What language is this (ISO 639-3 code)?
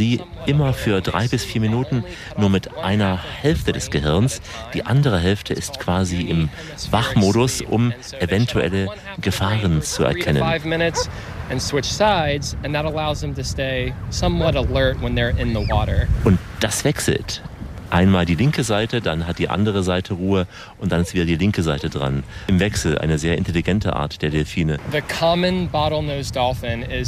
deu